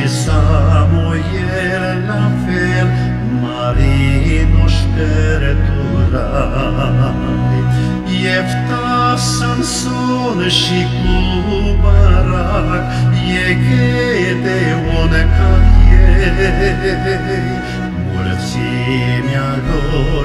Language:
Romanian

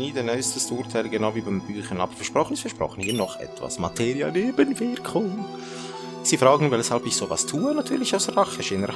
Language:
Swiss German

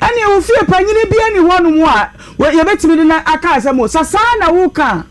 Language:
Akan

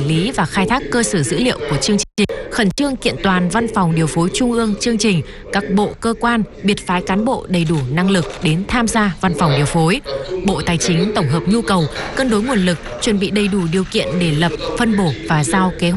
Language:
Vietnamese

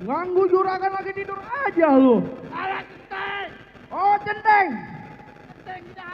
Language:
Betawi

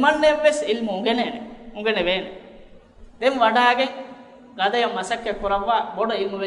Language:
Divehi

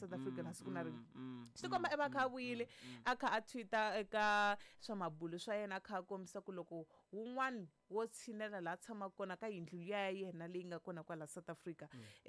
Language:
Tsonga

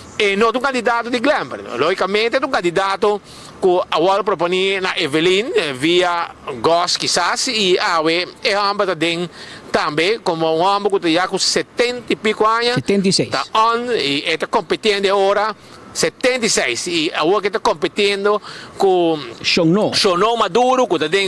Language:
Papiamento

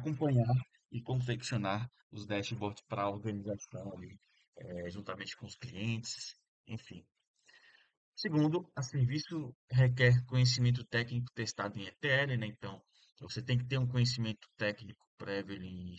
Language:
Portuguese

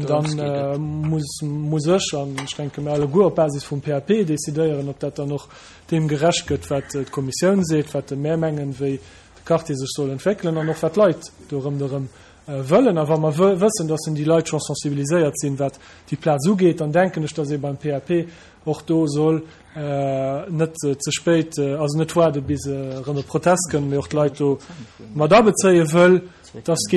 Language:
Luxembourgish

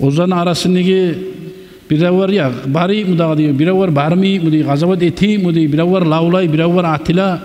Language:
Kumyk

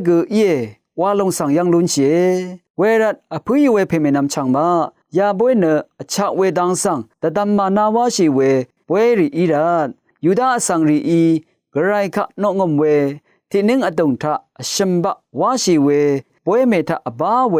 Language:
Rawang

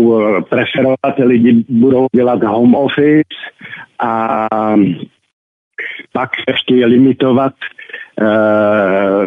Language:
Czech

